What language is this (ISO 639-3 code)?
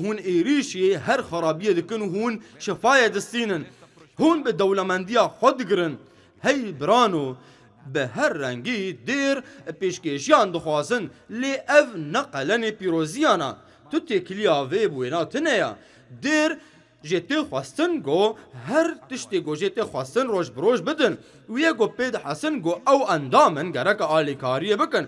kur